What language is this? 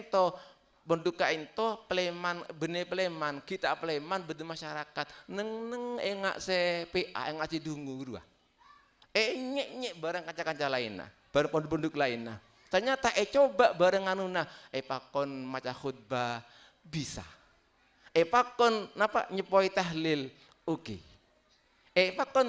Madurese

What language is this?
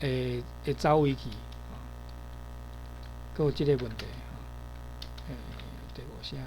Min Nan Chinese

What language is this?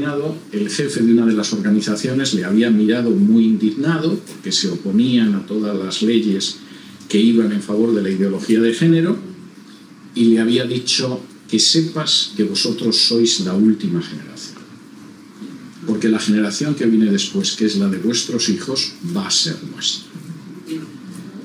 Spanish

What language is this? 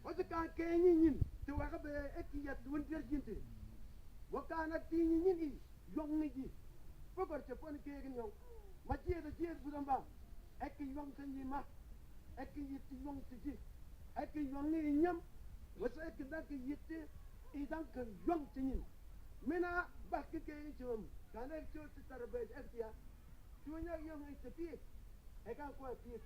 Mabaan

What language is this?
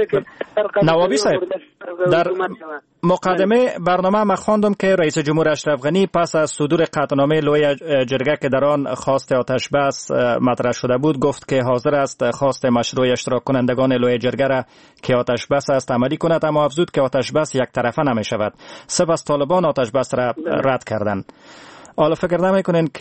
Persian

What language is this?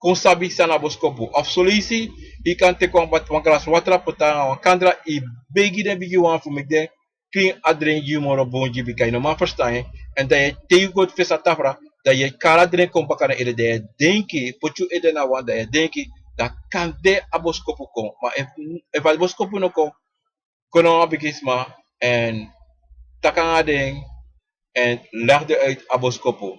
Sranan Tongo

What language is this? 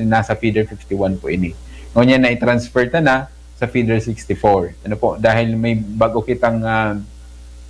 Bikol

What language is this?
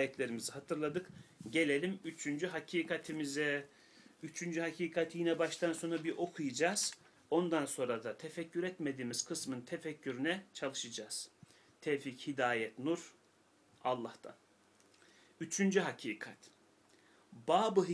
Turkish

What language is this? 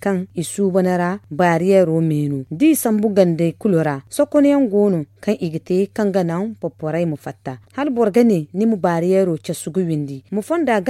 Zarma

